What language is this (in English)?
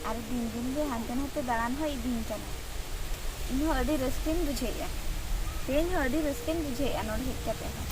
Santali